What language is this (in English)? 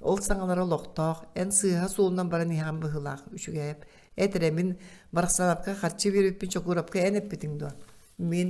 Yakut